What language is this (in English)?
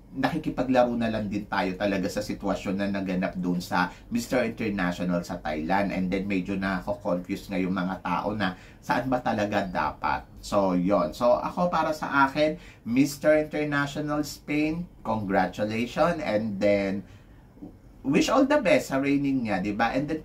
Filipino